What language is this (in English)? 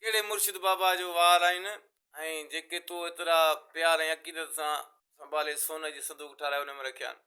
Sindhi